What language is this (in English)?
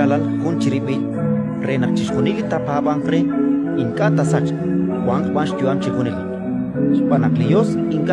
Kekchí